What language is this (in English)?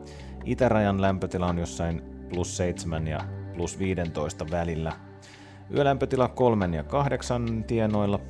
Finnish